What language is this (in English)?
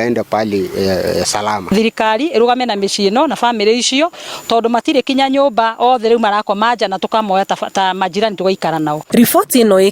Kikuyu